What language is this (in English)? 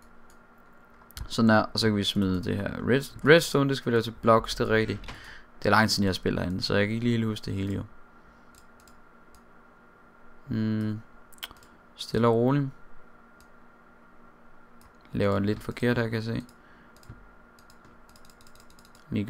Danish